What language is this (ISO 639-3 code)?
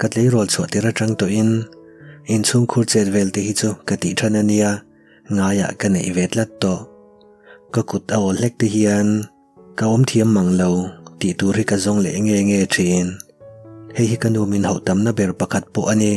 lus